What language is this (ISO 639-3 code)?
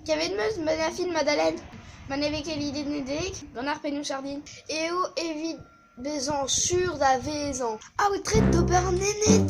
bre